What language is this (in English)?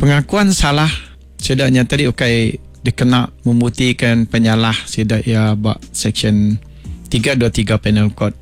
Iban